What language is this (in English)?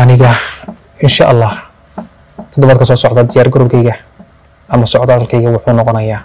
Somali